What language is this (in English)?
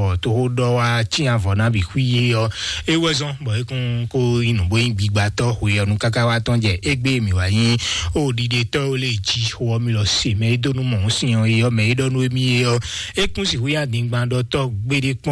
Fon